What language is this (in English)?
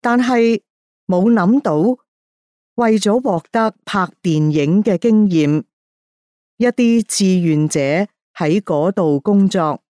Cantonese